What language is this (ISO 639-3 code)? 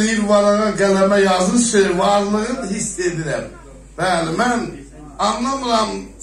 azb